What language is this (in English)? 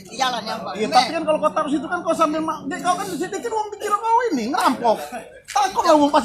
Musi